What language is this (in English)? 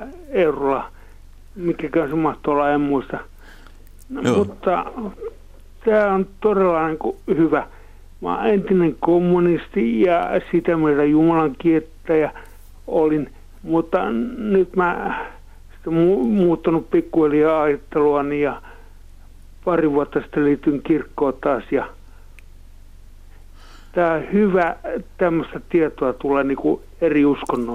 Finnish